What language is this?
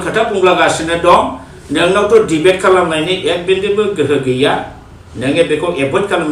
Bodo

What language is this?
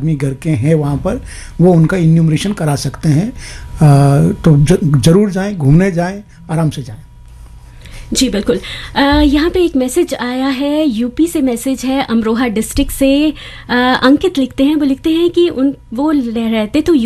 Hindi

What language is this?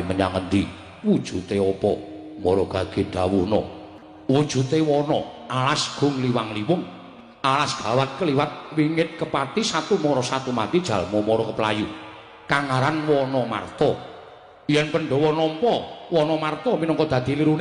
Javanese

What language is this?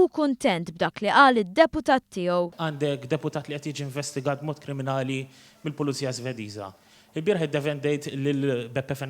Maltese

